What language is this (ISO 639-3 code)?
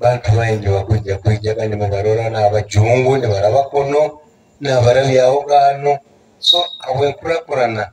nyo